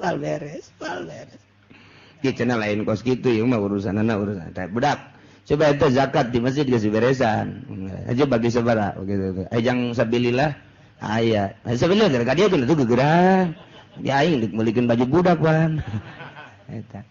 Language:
Sundanese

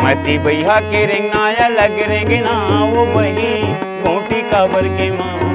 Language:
Chhattisgarhi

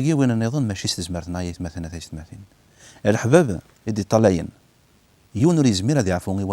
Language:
Kabyle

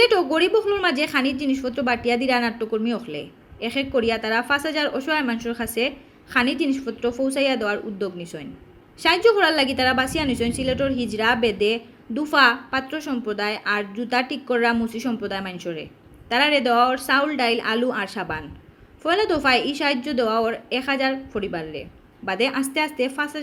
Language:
Sylheti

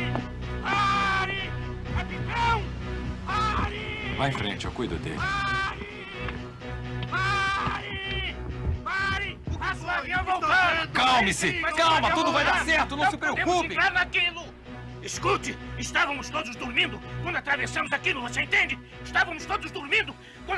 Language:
Portuguese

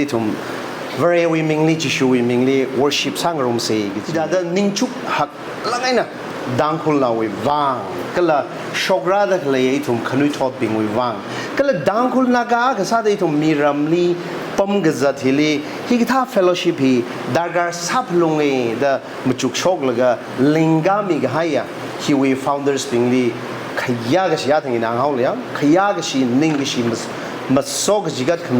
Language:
Tangkhul Naga (India)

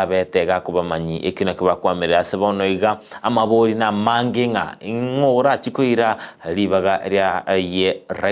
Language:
Gusii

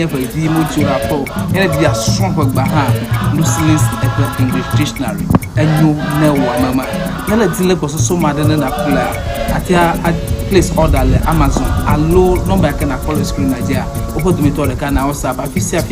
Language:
Ewe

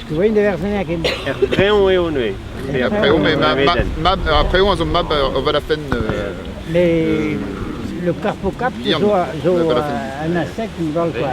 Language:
Breton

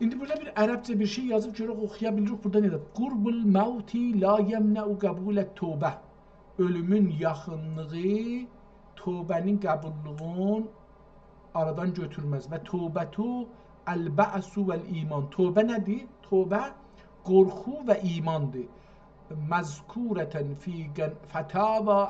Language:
South Azerbaijani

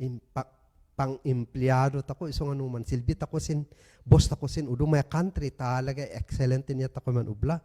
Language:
Kankanaey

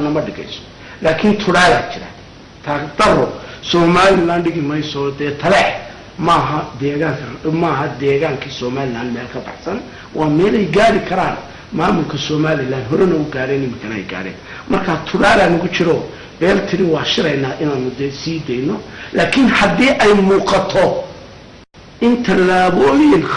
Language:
Somali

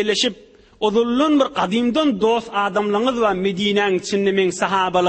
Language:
Turkmen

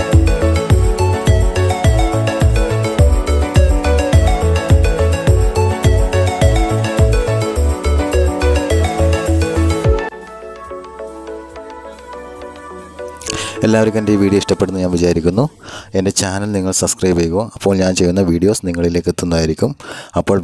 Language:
Malayalam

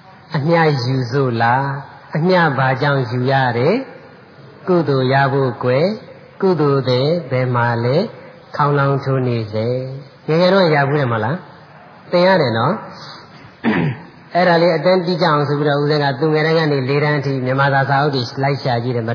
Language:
Burmese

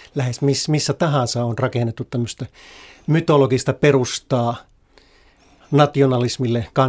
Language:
Finnish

